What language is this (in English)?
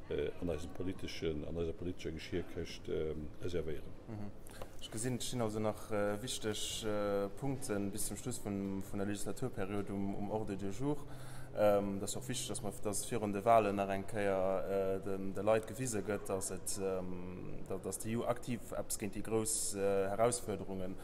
Luxembourgish